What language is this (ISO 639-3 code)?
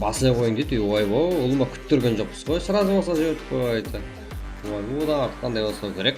kaa